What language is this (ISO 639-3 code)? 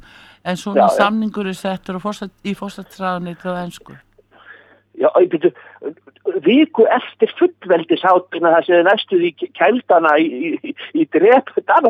isl